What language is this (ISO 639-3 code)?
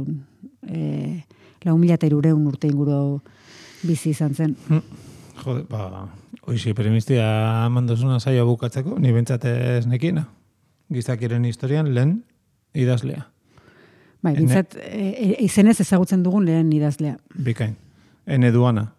eus